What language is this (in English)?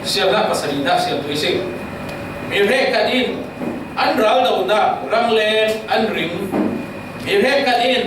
Falam Chin